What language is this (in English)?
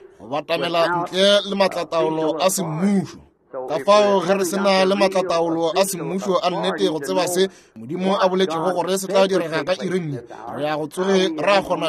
Northern Sotho